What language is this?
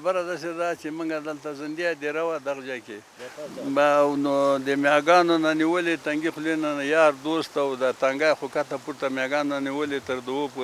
Pashto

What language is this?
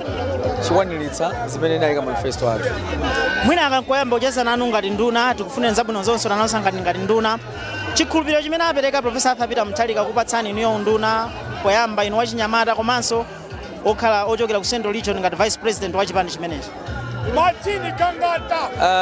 Nyanja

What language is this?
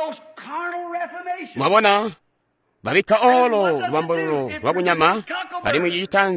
Tonga (Zambia)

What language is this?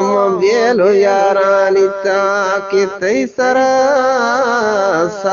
Eastern Balochi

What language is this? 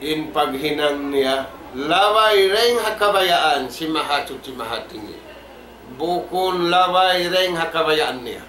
Tausug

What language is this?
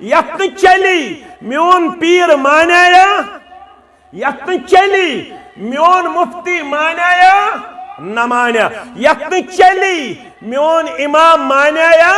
Kashmiri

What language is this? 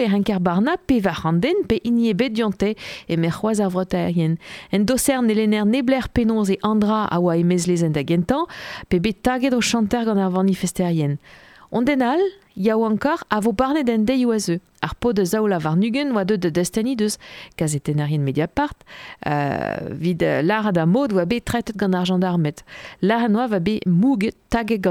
Breton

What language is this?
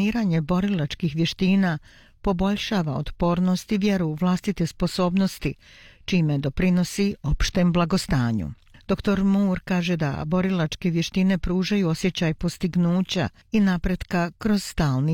Bosnian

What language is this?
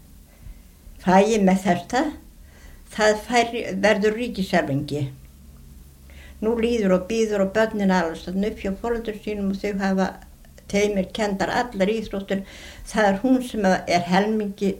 Icelandic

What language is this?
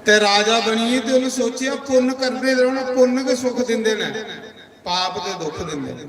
Dogri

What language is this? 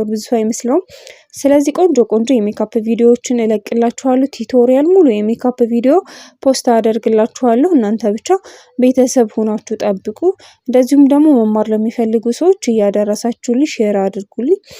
Amharic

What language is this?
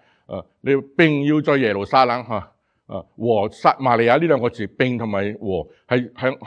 Cantonese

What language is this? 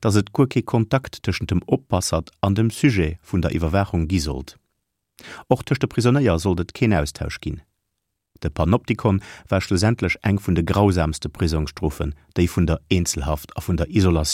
Luxembourgish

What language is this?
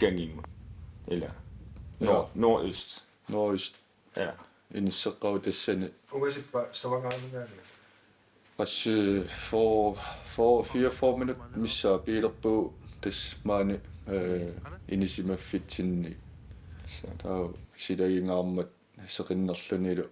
Kalaallisut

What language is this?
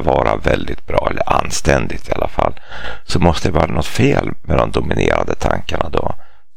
Swedish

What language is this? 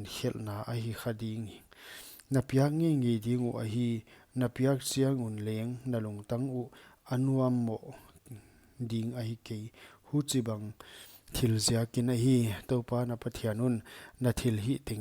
Paite Chin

